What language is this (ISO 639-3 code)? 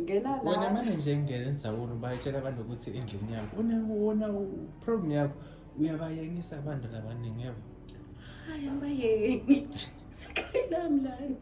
zul